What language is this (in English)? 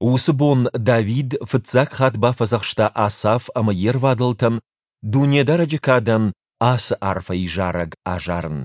Ossetic